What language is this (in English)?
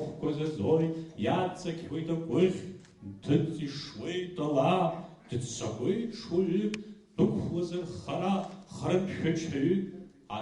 Abkhazian